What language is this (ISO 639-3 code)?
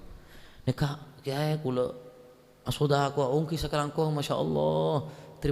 mad